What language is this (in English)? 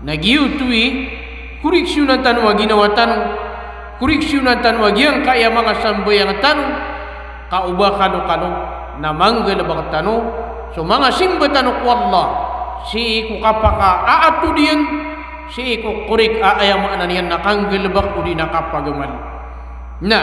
Maranao